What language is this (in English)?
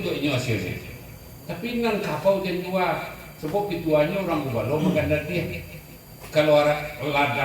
Minangkabau